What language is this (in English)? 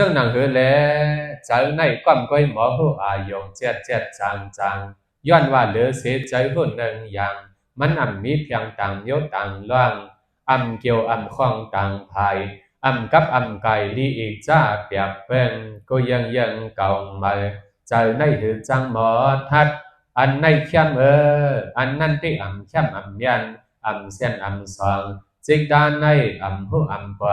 Shan